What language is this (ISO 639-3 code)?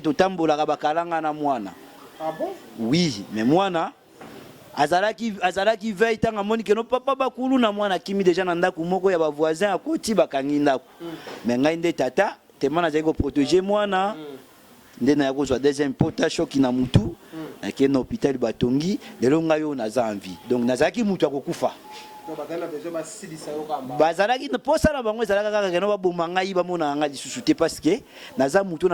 lin